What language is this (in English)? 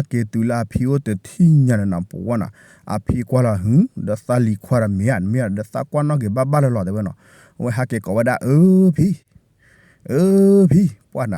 S'gaw Karen